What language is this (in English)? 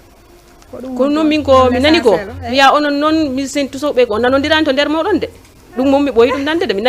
Fula